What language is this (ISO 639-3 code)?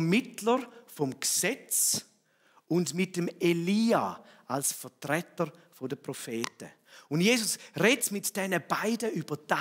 gsw